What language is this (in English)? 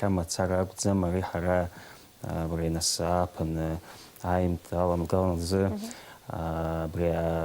Abkhazian